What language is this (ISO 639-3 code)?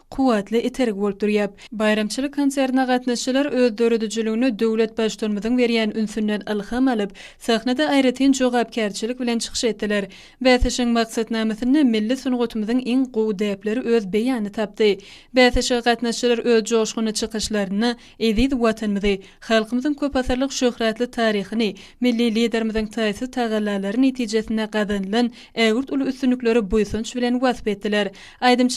tuk